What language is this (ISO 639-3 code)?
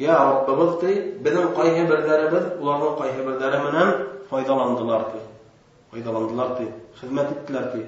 bak